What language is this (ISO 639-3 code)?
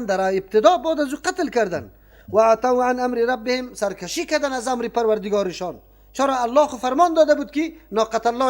fas